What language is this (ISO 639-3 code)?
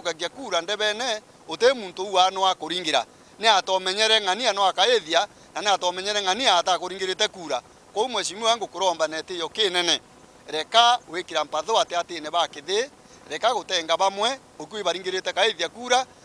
mer